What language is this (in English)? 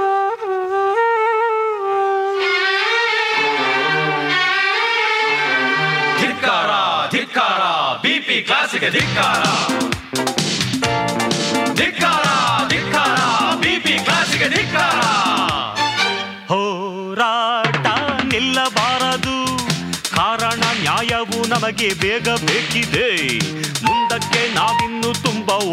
Kannada